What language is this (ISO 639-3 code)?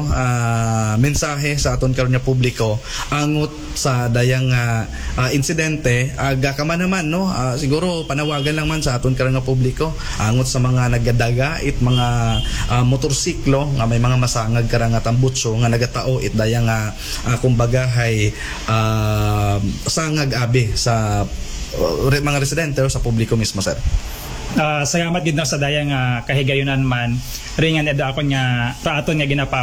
akl